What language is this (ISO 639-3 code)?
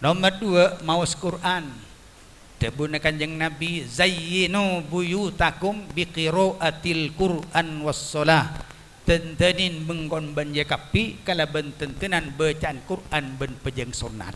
mad